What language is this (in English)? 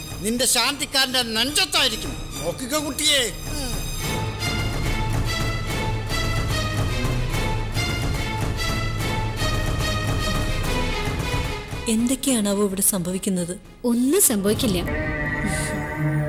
Malayalam